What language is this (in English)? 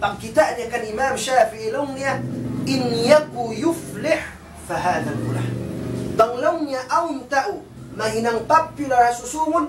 Tausug